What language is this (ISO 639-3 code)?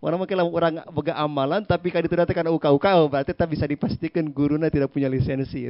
sun